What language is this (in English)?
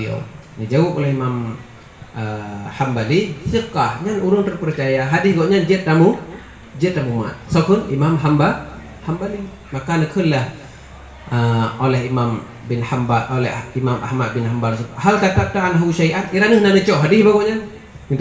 Achinese